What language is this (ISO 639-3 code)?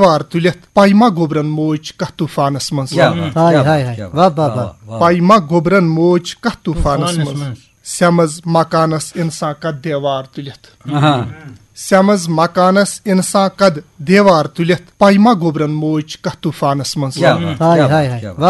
kas